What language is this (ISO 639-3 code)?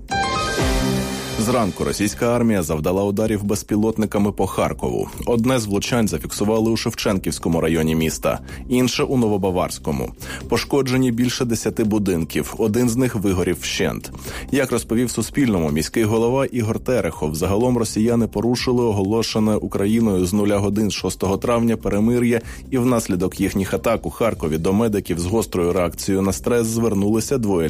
ukr